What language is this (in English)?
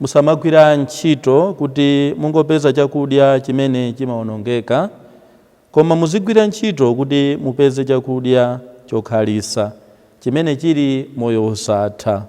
Nyanja